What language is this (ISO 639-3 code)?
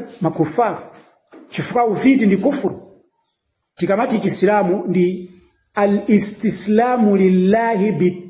nya